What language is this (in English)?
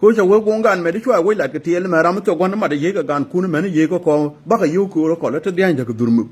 Nuer